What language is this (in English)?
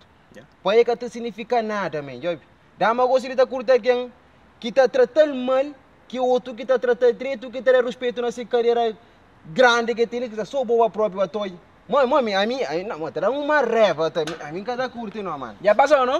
Kabuverdianu